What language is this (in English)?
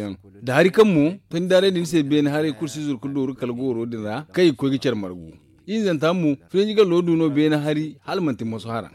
Zarma